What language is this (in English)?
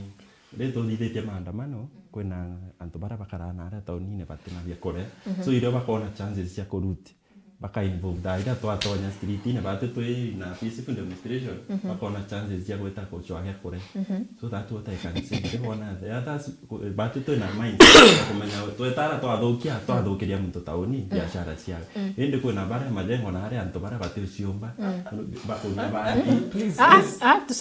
Meru